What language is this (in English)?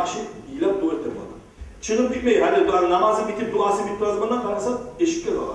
Kumyk